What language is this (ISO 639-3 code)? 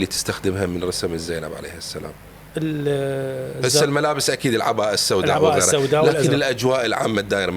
acm